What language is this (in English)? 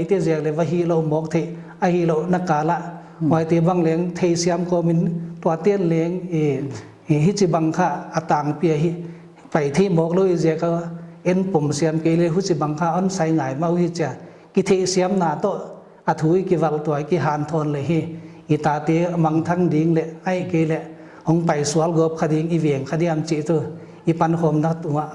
Paite Chin